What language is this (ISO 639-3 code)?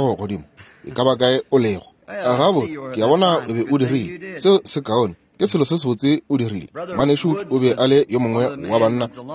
nso